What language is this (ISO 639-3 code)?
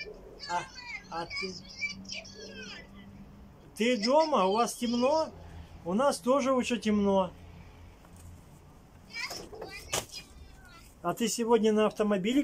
rus